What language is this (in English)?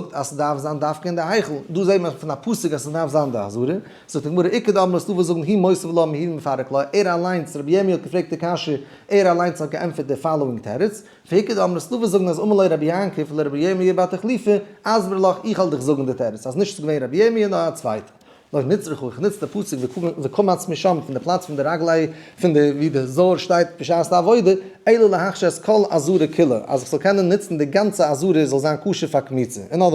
Yiddish